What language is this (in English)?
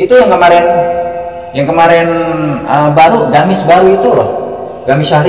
Betawi